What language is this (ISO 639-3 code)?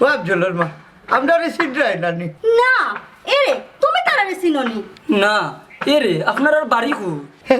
syl